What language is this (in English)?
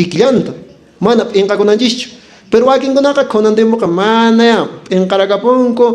Quechua